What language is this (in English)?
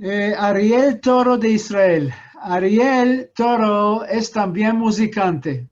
Ladino